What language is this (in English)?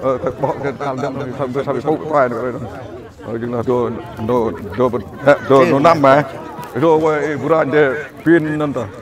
Central Mnong